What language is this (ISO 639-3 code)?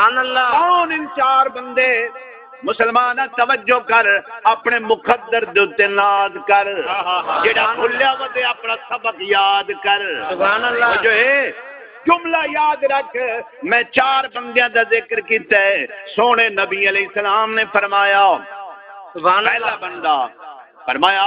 skr